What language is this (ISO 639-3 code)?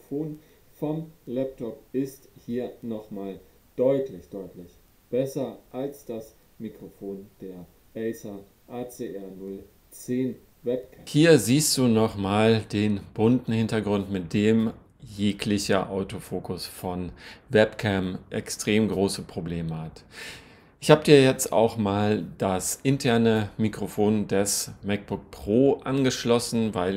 deu